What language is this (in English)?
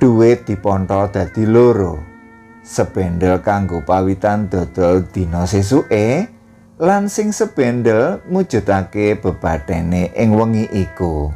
Javanese